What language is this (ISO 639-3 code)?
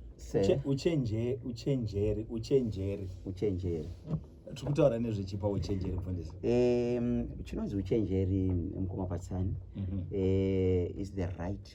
sna